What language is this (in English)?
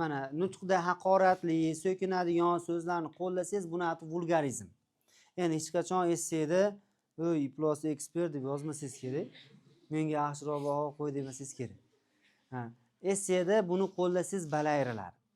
Uzbek